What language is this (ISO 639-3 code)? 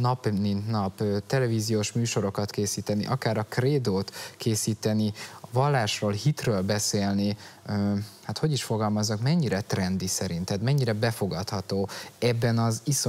hun